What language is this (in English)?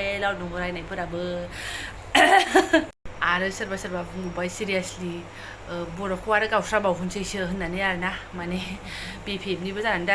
Bodo